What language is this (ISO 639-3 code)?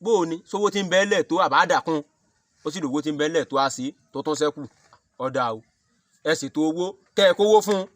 yor